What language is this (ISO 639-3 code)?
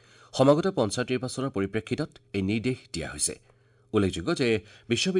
asm